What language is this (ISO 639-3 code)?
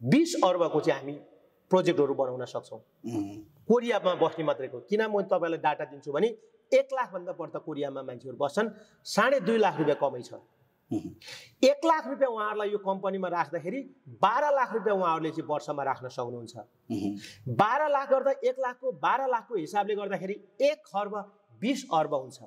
nep